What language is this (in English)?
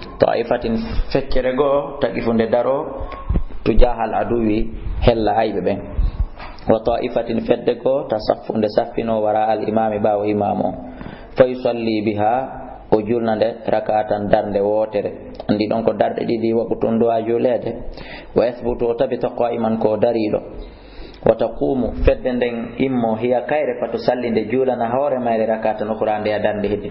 Fula